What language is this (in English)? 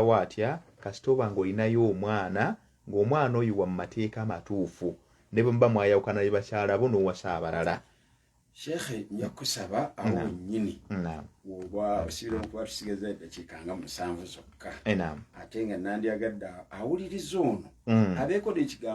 Ganda